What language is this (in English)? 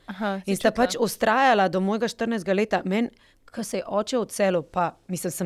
Slovenian